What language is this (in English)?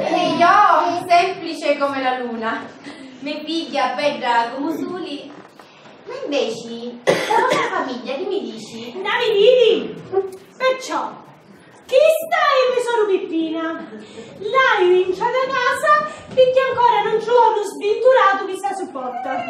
Sicilian